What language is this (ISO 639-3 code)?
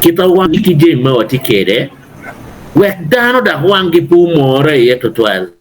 ach